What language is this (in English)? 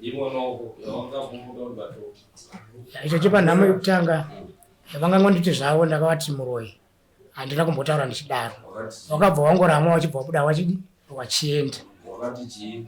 Shona